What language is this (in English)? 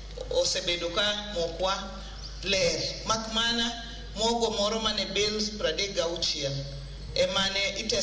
Luo (Kenya and Tanzania)